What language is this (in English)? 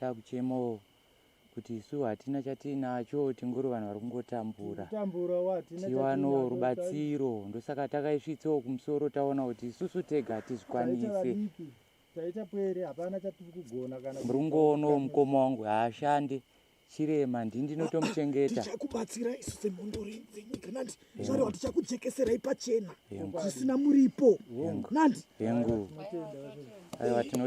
Shona